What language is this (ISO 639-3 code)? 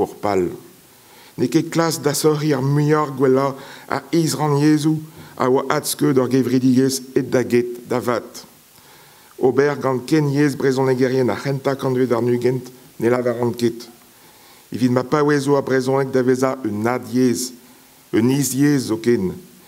bre